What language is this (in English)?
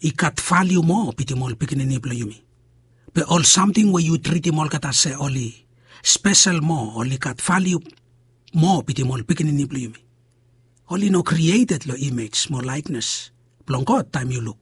Bislama